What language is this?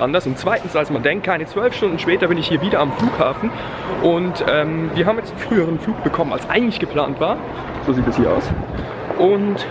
Swiss German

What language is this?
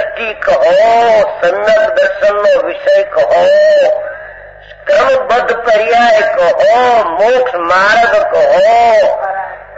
Gujarati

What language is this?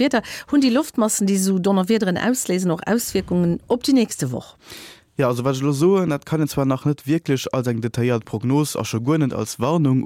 Luxembourgish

